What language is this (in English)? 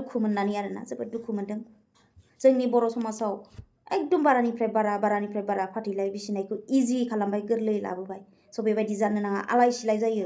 Bodo